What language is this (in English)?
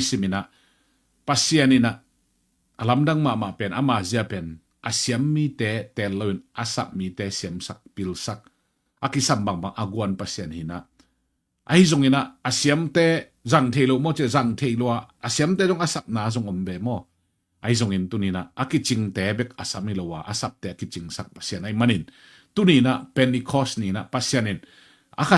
Tedim Chin